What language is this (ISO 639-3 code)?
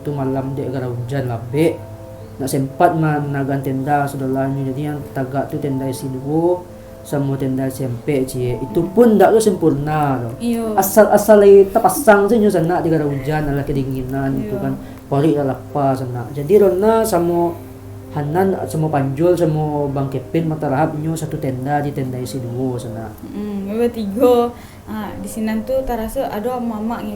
min